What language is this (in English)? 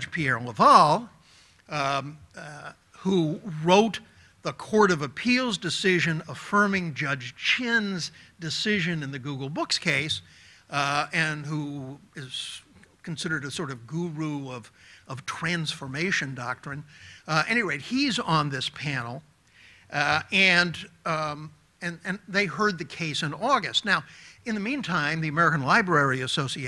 English